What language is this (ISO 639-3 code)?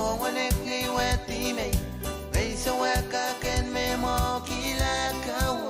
pon